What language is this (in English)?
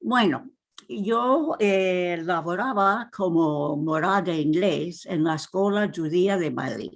Ladino